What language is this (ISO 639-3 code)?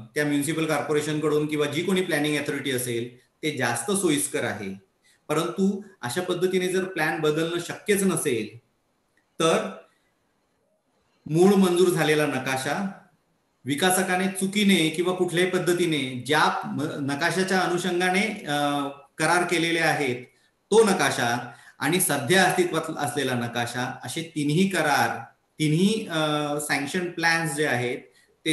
mar